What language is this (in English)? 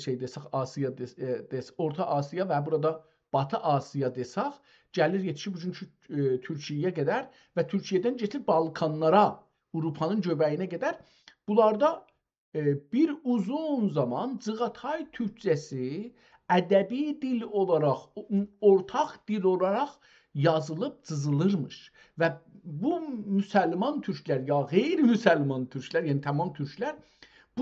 South Azerbaijani